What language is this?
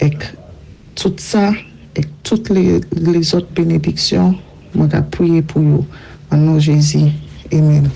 Saint Lucian Creole French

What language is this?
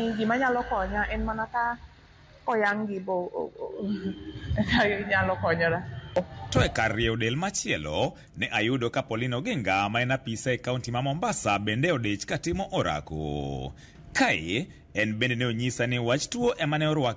Luo (Kenya and Tanzania)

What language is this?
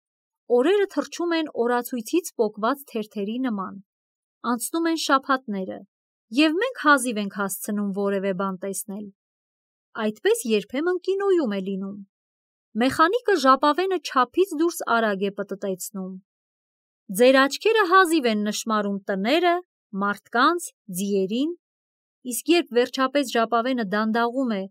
Armenian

